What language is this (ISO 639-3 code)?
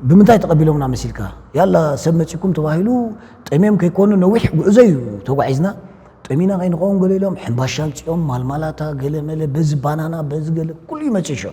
tir